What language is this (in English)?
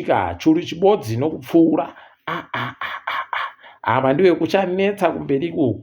Ndau